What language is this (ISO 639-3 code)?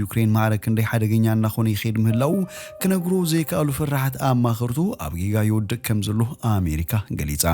tir